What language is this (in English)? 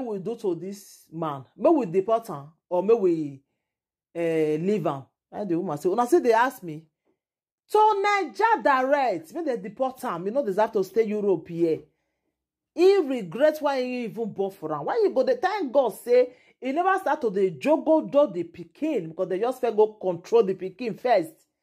Nigerian Pidgin